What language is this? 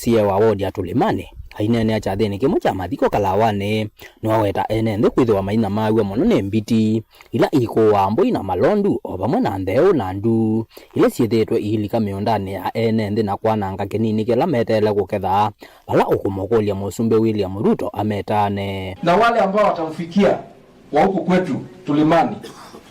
Kamba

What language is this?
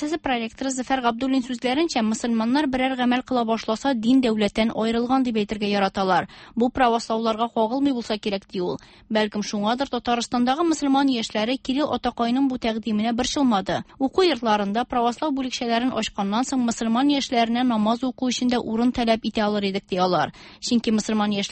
Tatar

